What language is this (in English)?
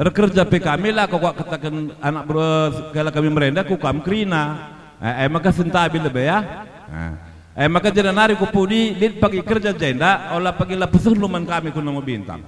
Batak Karo